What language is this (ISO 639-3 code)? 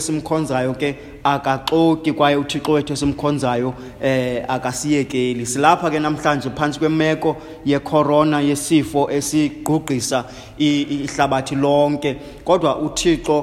xho